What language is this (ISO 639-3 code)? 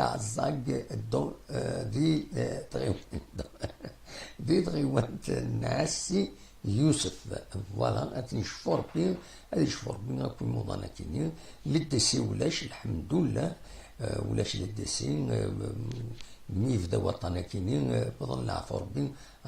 kab